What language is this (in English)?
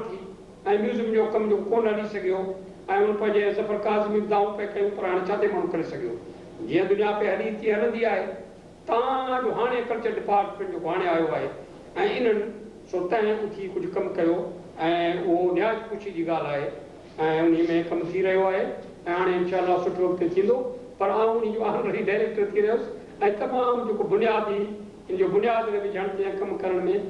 Sindhi